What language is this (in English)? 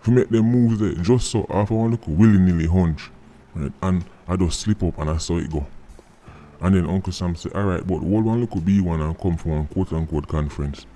Jamaican Creole English